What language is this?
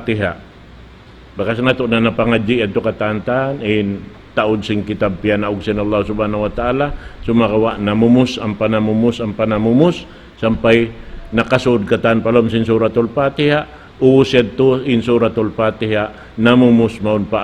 Tausug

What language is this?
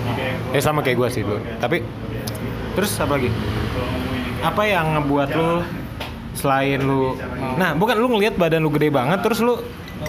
Indonesian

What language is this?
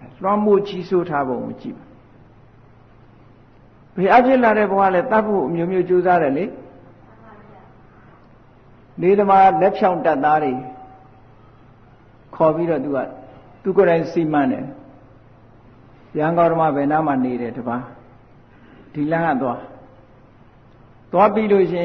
Burmese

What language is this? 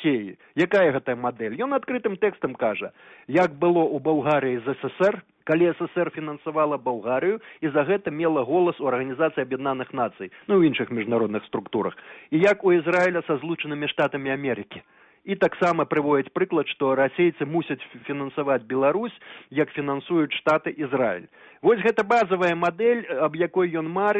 Belarusian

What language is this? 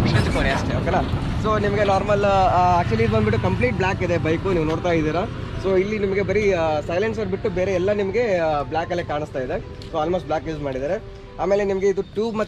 Kannada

